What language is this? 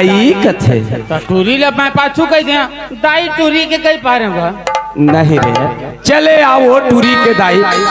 Chhattisgarhi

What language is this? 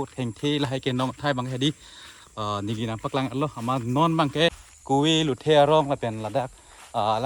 Karbi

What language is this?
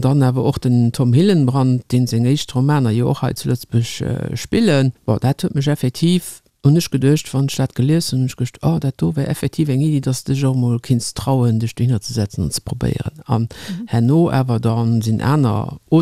Luxembourgish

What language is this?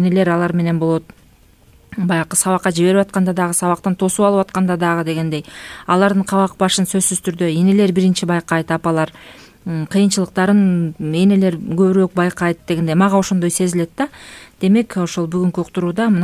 Kyrgyz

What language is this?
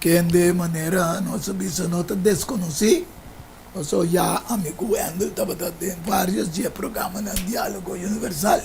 Papiamento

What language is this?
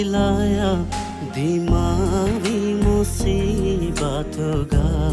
Divehi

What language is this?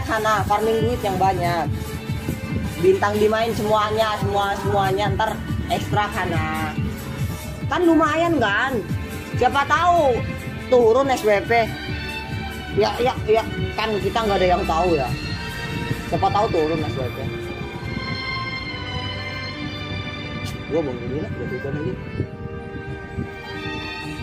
Indonesian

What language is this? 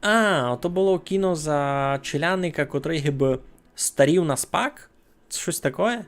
Rusyn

